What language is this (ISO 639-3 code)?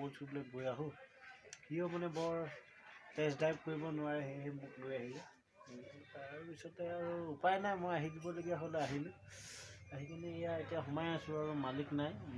asm